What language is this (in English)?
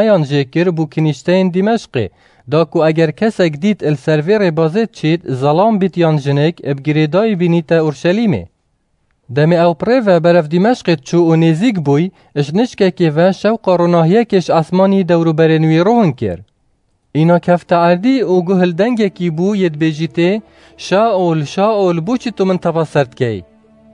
Kurdish